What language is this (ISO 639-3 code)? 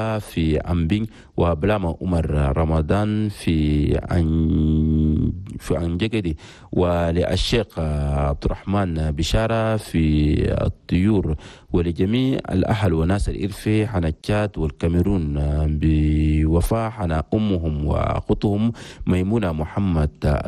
shu